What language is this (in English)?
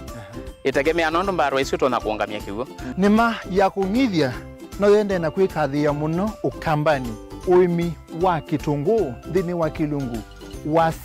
Kamba